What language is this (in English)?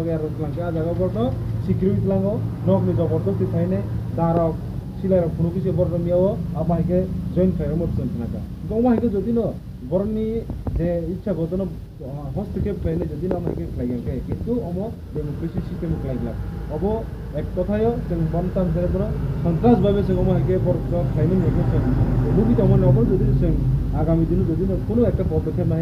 Kok Borok